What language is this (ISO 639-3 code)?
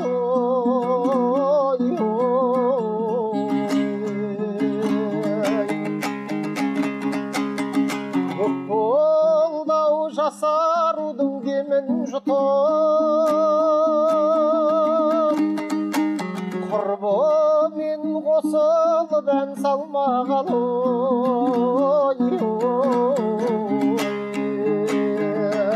kaz